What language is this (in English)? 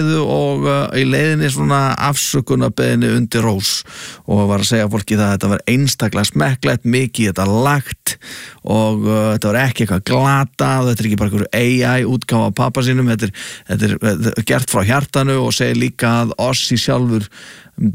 Icelandic